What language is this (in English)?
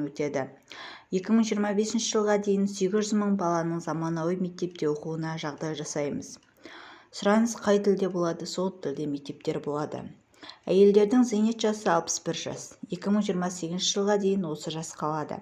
Kazakh